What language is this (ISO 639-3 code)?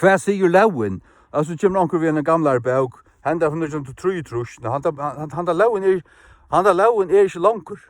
fao